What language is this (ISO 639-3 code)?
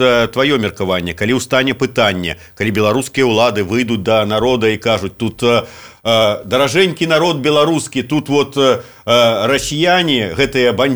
bel